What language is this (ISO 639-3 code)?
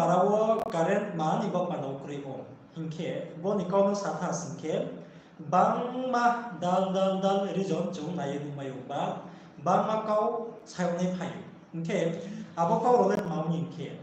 ria